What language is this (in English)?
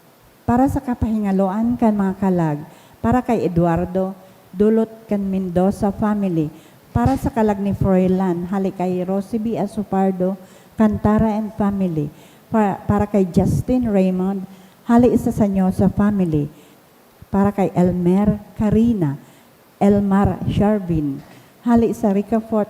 Bikol